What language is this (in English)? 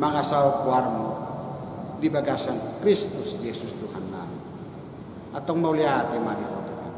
Batak Toba